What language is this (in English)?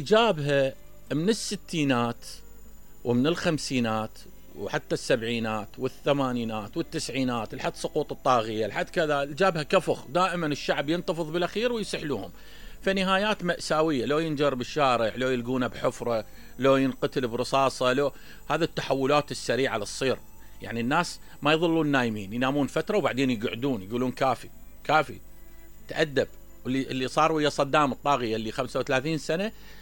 Mesopotamian Arabic